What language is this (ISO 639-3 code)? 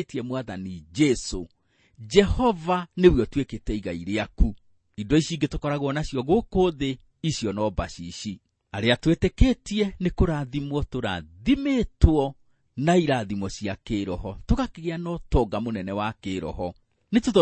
kik